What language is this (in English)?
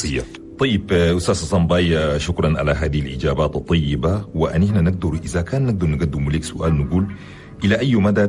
Chadian Arabic